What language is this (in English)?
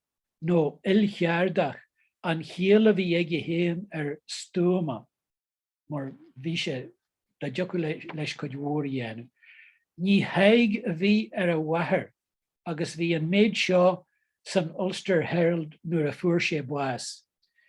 Irish